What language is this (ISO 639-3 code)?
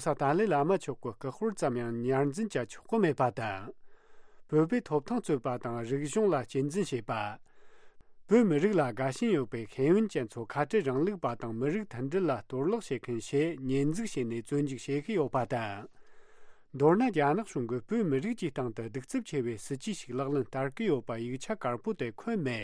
bod